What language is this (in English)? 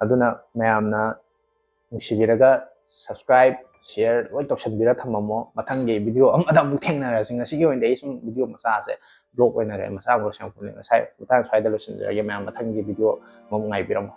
Manipuri